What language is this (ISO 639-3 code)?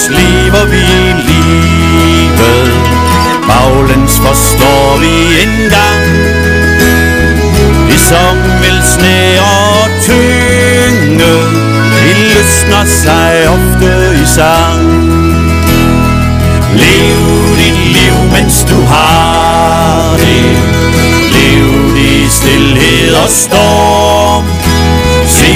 dan